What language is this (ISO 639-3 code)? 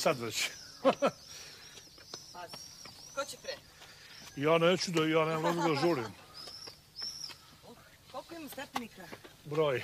srp